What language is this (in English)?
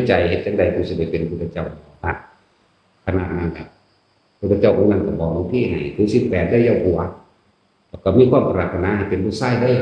Northeastern Thai